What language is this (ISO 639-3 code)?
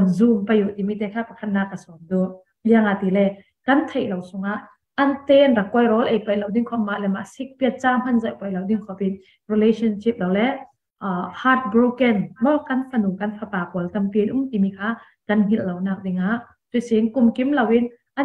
cfm